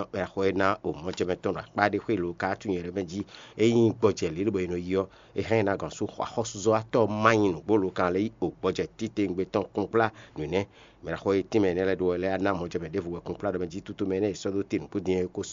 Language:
Fon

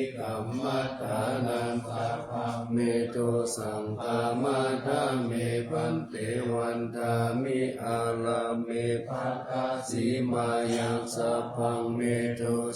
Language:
Pali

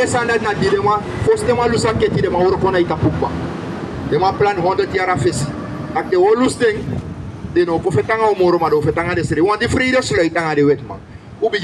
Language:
Sranan Tongo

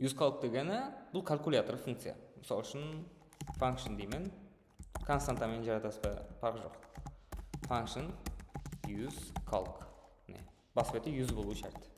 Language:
Kara-Kalpak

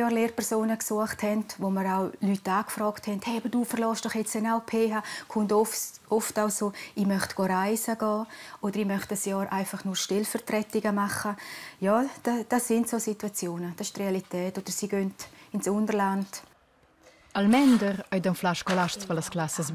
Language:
Romansh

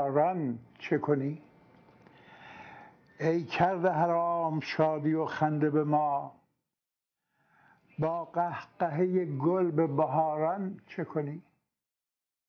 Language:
Persian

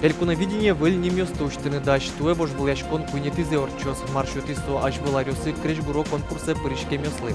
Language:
Udmurt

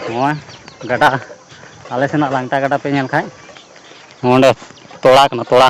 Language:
Santali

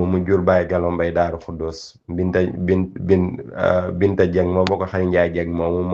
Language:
Wolof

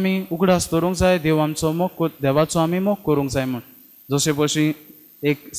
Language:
Konkani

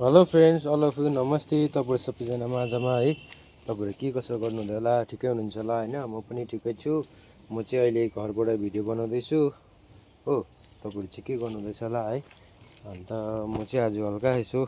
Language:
Nepali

